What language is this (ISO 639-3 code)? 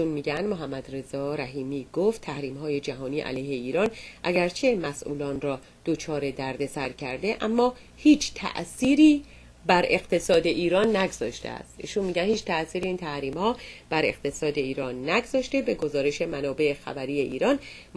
fas